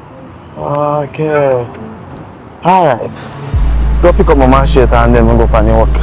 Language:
Jamaican Creole English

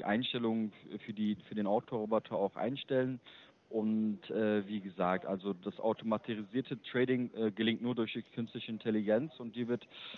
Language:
German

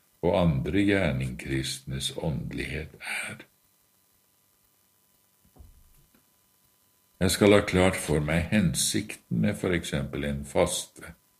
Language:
Norwegian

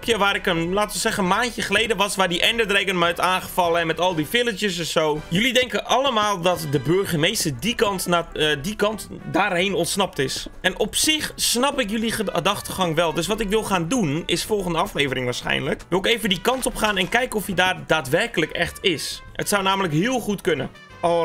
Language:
Dutch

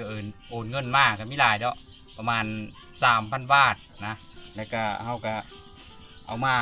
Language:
Lao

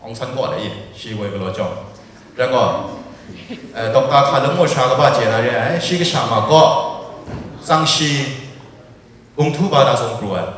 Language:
Kachin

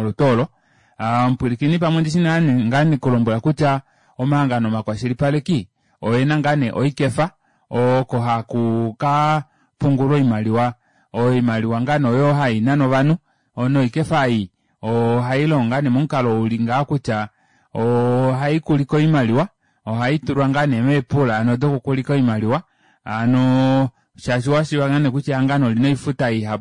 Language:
Kuanyama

